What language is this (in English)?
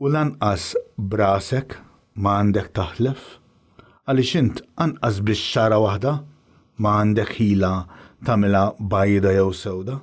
Maltese